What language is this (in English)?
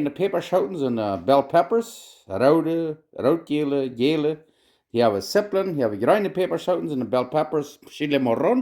Plautdietsch